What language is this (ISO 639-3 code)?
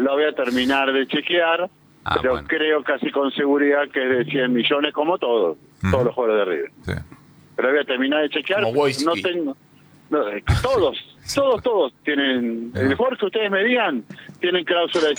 spa